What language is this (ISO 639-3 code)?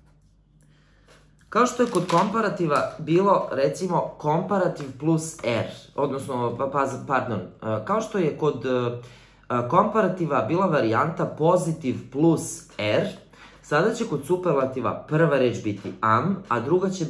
srp